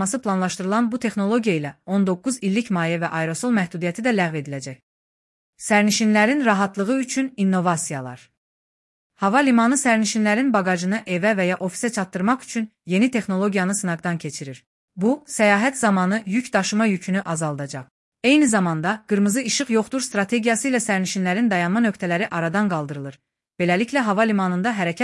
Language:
Azerbaijani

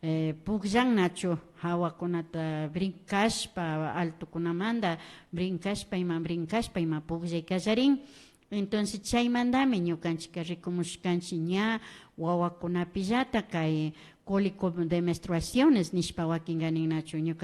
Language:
Imbabura Highland Quichua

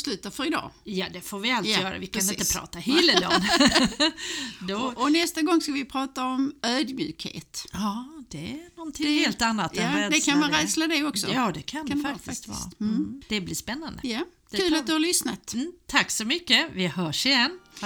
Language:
Swedish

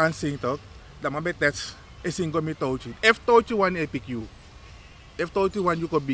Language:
Sranan Tongo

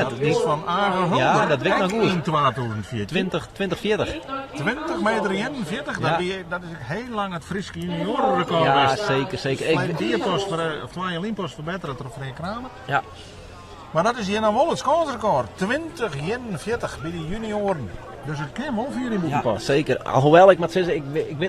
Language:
Western Frisian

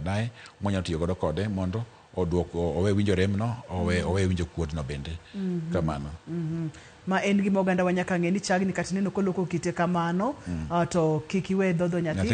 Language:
Luo (Kenya and Tanzania)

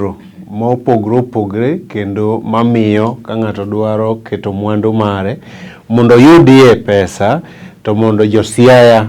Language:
Luo (Kenya and Tanzania)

